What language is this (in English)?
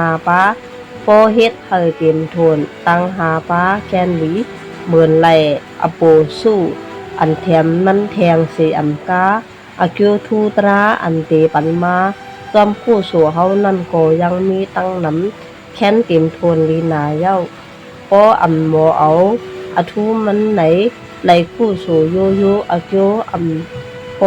Shan